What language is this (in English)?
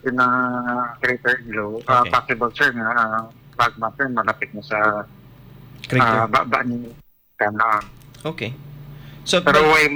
Hiligaynon